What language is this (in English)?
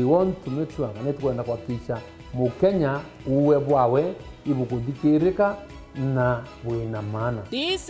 Meru